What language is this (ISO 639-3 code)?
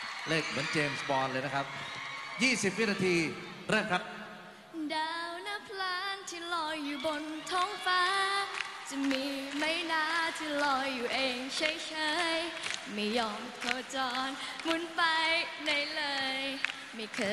tha